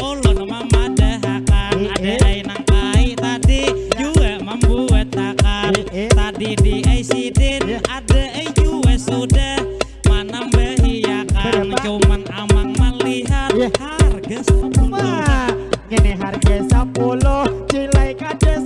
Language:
Banjar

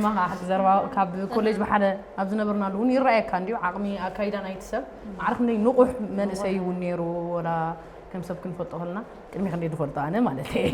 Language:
Tigrinya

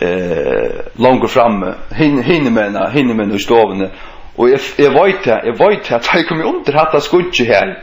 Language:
Faroese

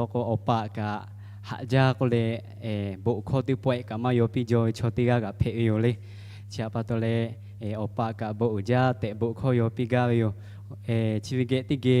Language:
Lahu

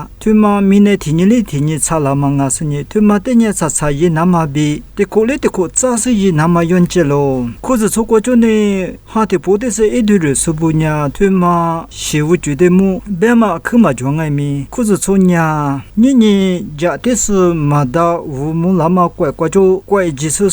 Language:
Lisu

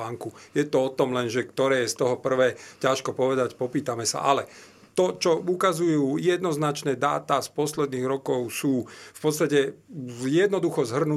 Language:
Slovak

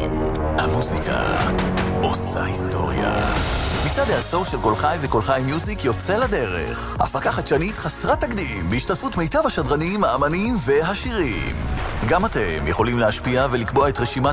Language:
Hebrew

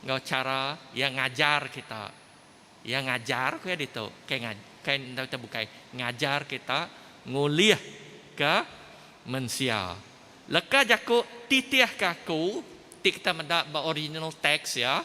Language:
Iban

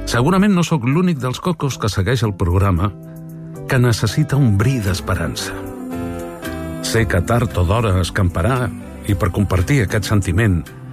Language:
Catalan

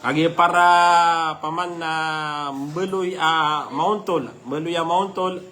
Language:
Maranao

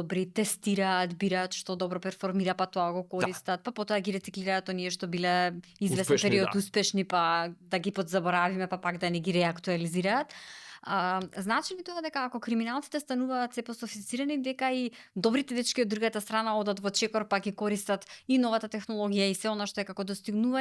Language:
Macedonian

